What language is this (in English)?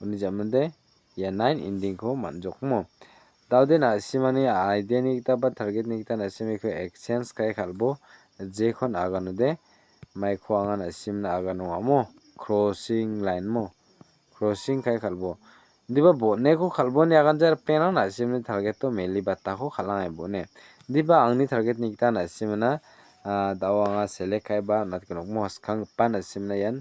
Garo